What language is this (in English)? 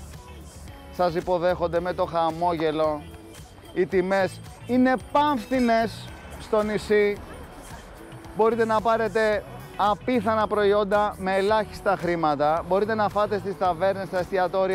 Greek